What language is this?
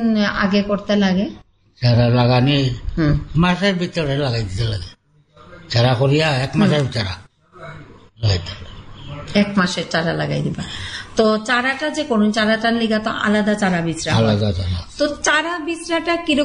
Bangla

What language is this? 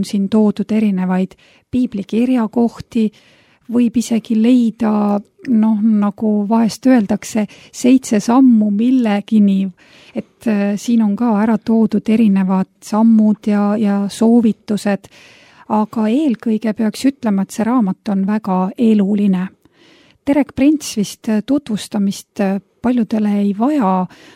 Estonian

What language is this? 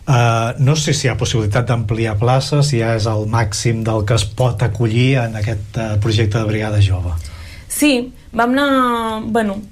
Catalan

